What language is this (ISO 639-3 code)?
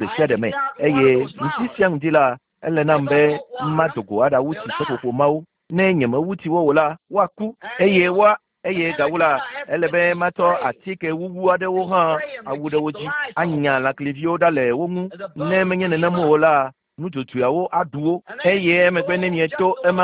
ewe